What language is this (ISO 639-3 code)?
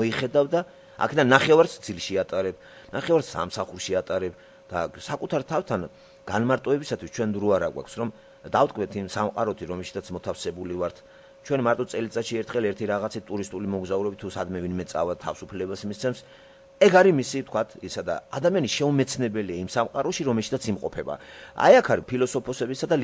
kat